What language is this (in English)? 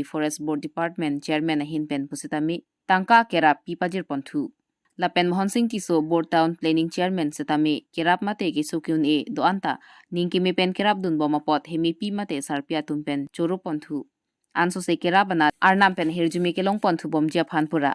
Karbi